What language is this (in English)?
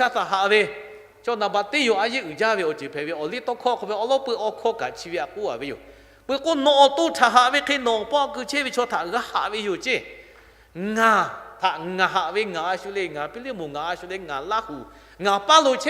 Lahu